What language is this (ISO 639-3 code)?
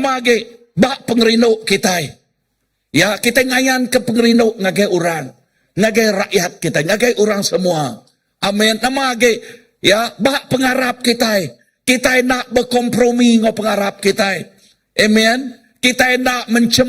iba